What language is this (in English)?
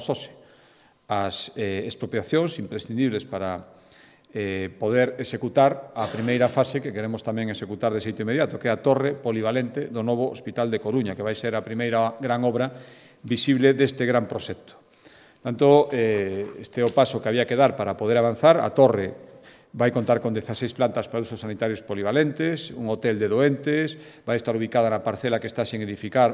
Galician